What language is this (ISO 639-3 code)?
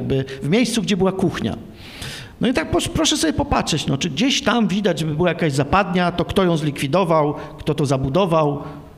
pol